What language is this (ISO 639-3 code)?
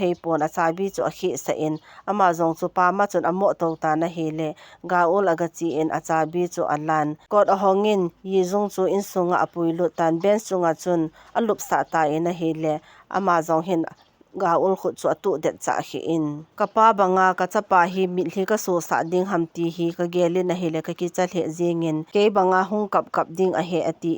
tcz